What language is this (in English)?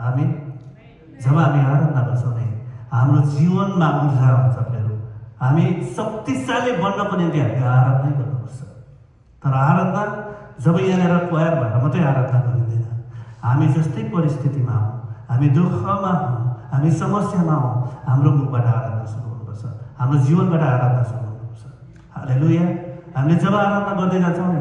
Nepali